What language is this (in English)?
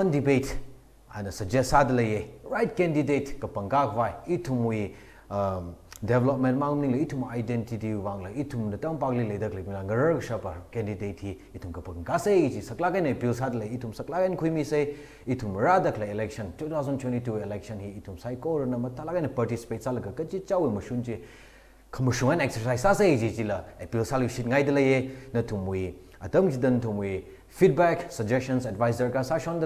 Tangkhul Naga (India)